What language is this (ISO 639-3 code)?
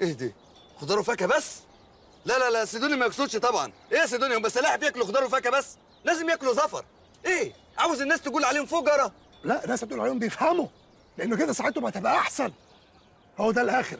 arz